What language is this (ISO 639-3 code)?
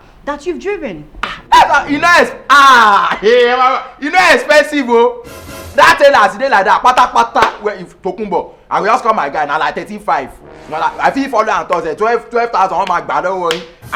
pcm